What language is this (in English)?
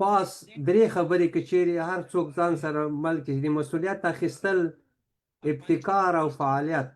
Pashto